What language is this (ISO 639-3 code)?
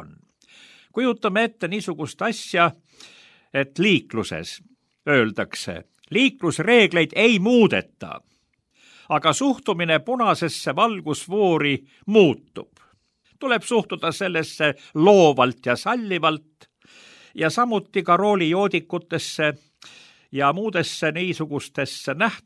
est